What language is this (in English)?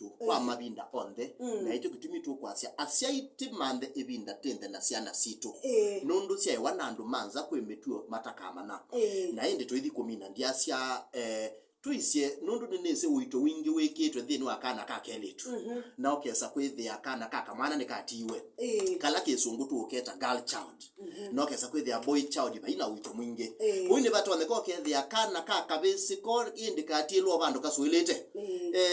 Kamba